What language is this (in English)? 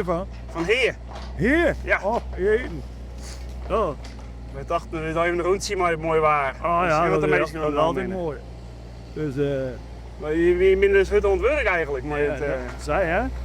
Western Frisian